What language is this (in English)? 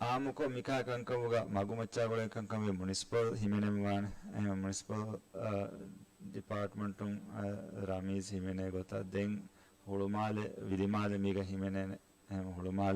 Divehi